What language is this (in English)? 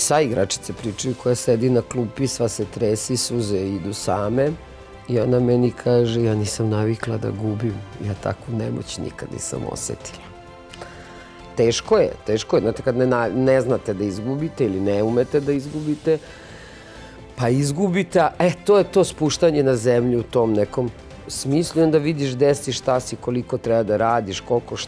Serbian